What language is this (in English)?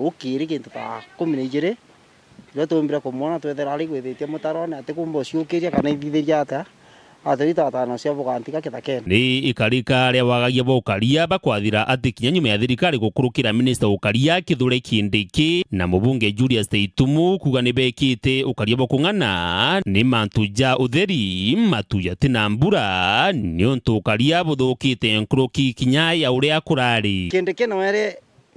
Meru